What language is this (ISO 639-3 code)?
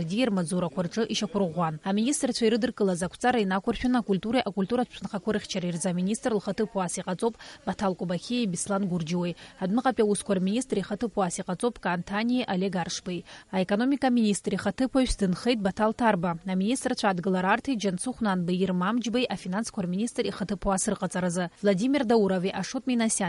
abk